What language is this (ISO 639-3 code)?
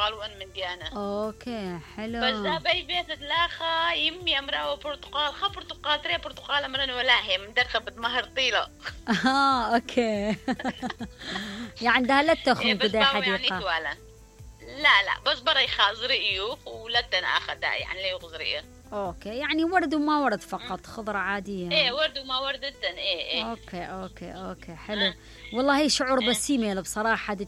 acm